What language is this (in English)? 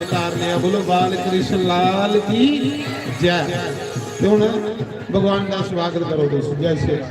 Dogri